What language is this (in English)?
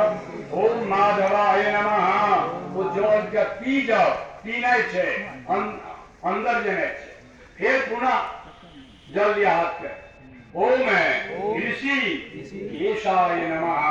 Maithili